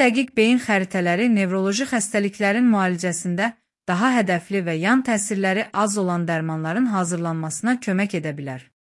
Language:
Azerbaijani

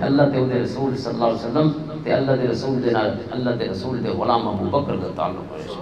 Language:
Western Panjabi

